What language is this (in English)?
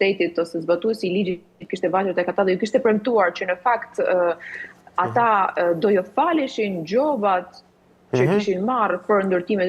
Albanian